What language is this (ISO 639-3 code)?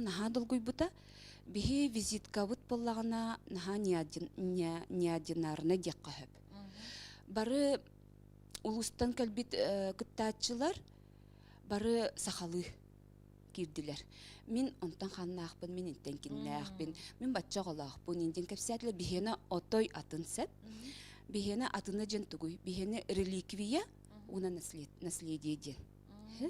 sah